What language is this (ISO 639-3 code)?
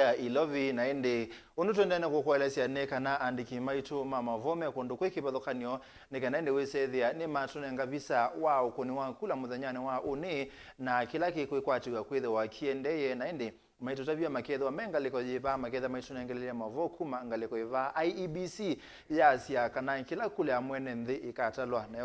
kam